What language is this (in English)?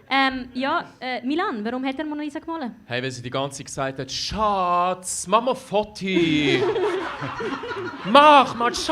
Swiss German